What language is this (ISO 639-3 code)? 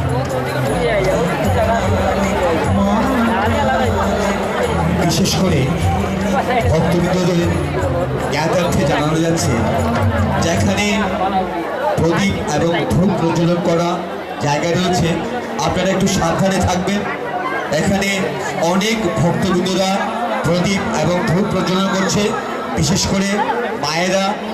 ben